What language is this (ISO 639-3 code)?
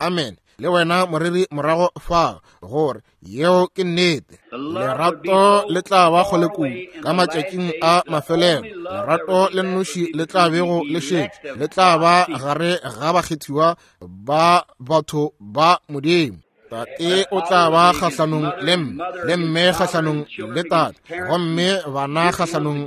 nso